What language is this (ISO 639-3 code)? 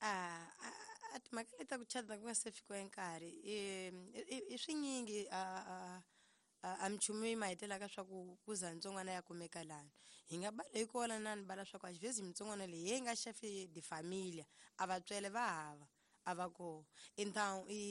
tso